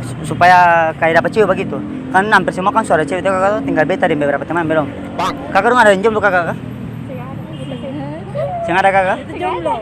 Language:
Ambonese Malay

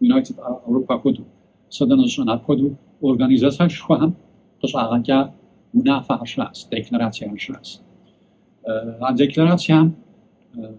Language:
Kabardian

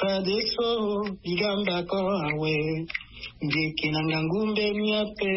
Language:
Sango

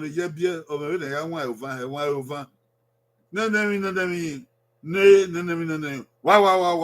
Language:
Bini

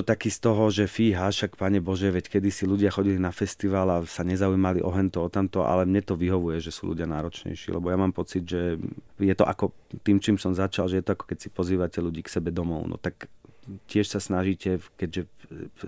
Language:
Slovak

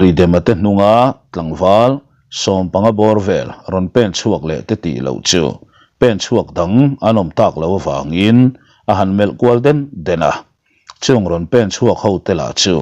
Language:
Mizo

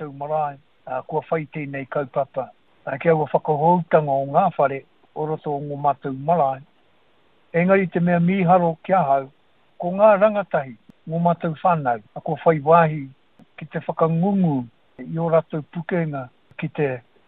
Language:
Māori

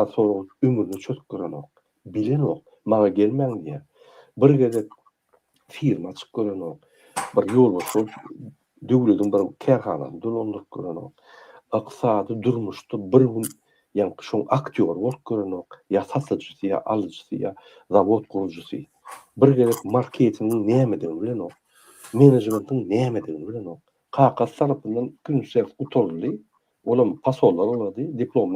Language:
Turkmen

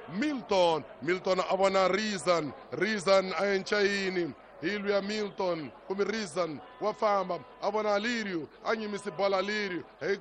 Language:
Tsonga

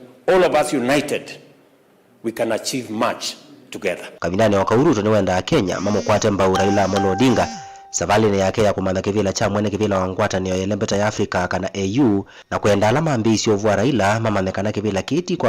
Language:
Kamba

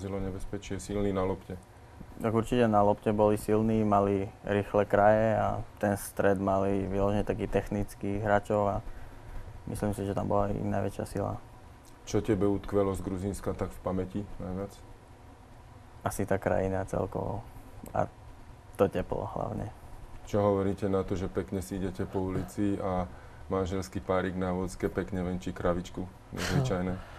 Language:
Slovak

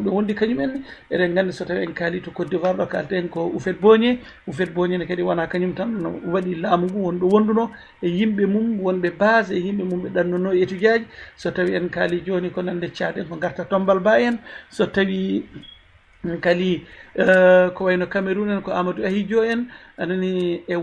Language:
Fula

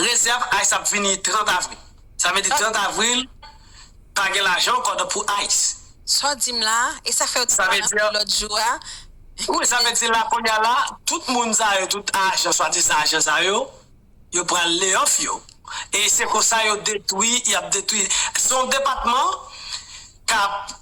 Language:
Haitian Creole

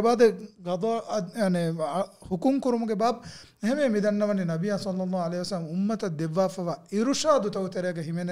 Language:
Divehi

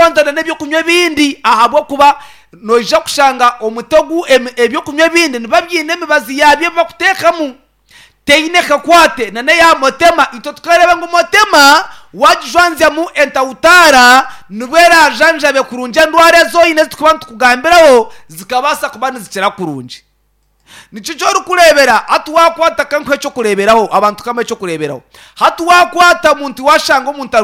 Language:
Nyankole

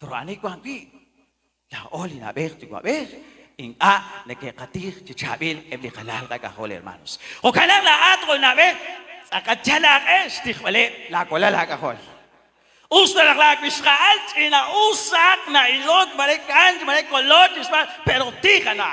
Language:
Kekchí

